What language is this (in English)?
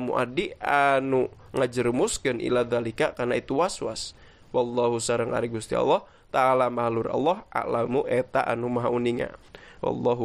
Sundanese